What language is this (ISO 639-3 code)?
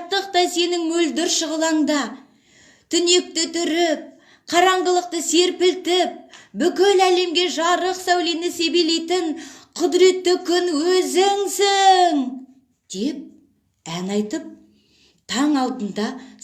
kaz